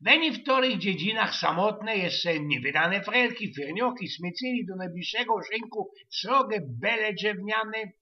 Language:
Silesian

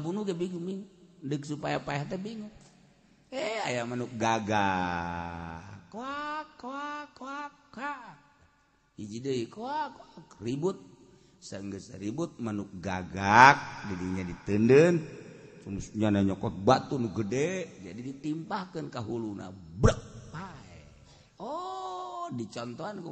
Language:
Sundanese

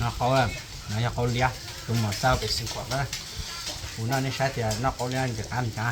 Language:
Hmong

